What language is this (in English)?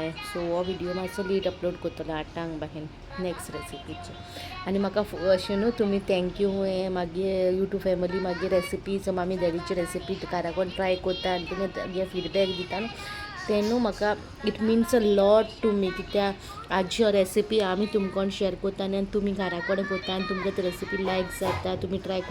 Konkani